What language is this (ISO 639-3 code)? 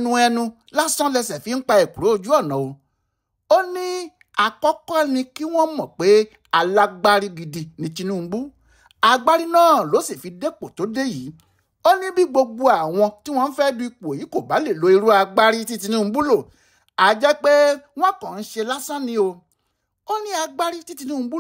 yor